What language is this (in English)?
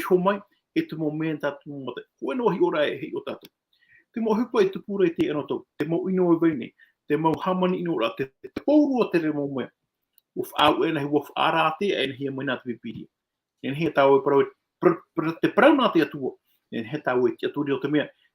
Tahitian